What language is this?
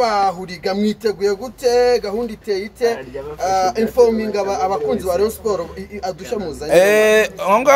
Kinyarwanda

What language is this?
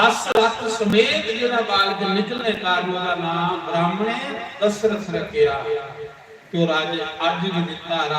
Dogri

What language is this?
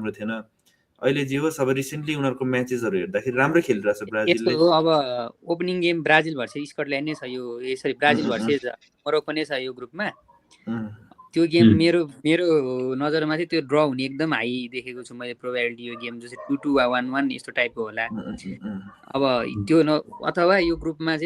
Nepali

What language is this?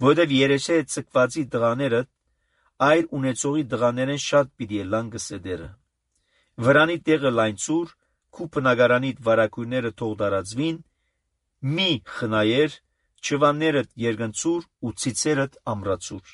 Armenian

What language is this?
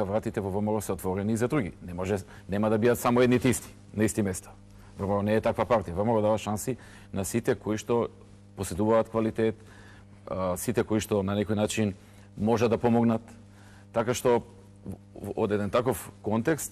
Macedonian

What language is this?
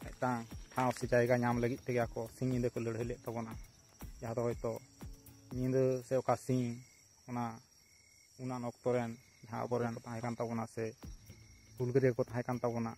Santali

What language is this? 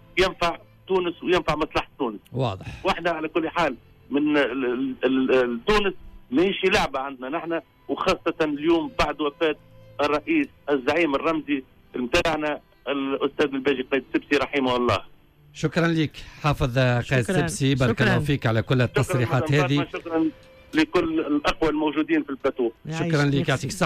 Tunisian Arabic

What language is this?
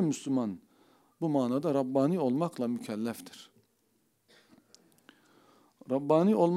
Turkish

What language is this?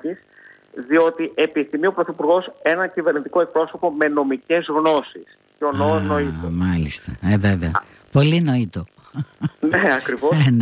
Greek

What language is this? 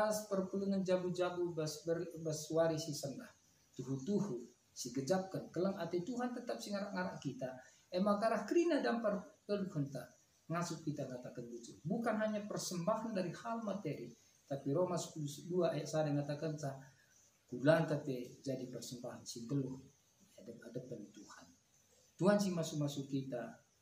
Batak Karo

